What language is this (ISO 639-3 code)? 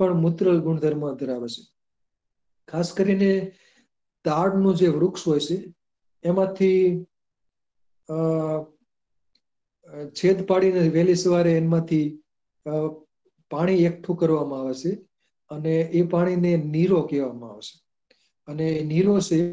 guj